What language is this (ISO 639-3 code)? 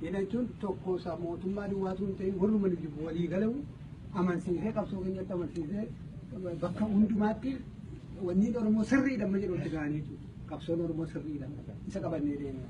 orm